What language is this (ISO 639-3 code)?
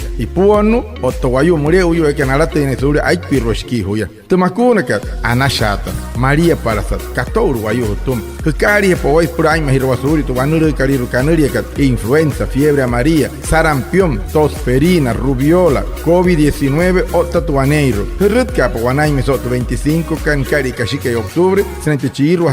guc